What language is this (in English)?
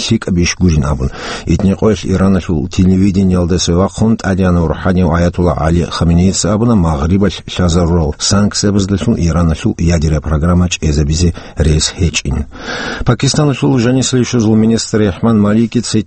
Avaric